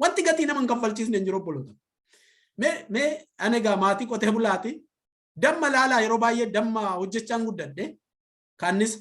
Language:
Oromo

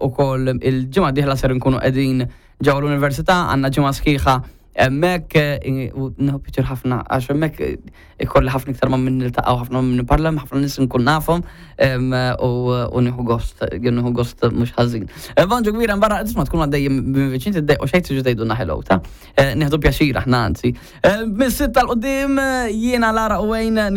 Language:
Maltese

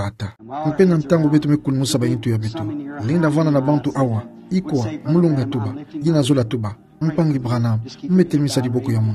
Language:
Kituba (Democratic Republic of Congo)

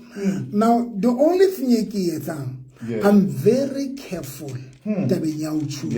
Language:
Southern Sotho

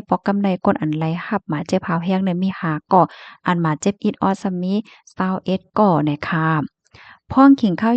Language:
Shan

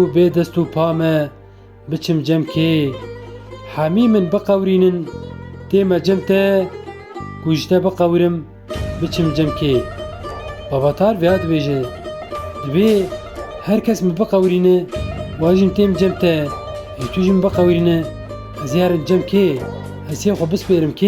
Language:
Kurdish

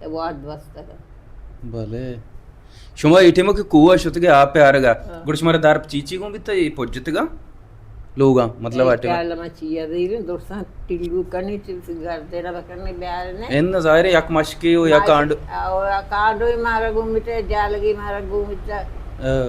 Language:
Baluchi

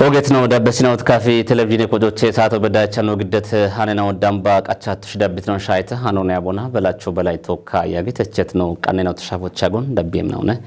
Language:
Kafa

